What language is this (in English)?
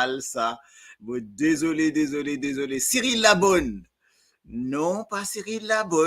Morisyen